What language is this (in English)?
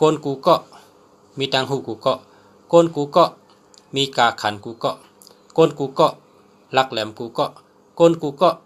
Shan